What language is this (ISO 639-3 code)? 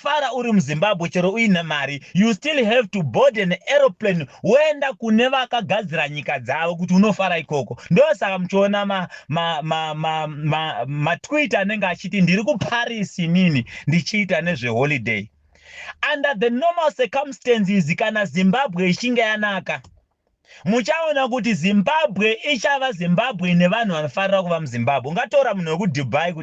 sna